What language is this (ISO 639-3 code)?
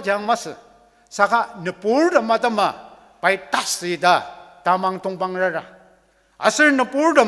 njo